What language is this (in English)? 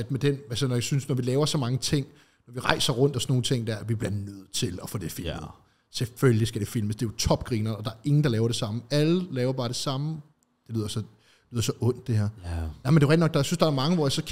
Danish